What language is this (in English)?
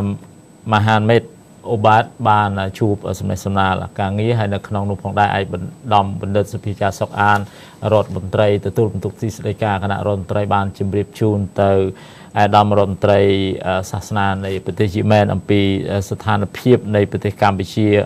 Khmer